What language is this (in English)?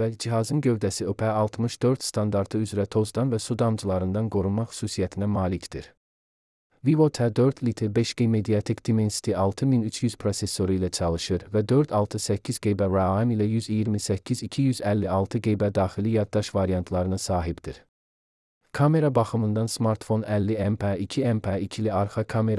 Azerbaijani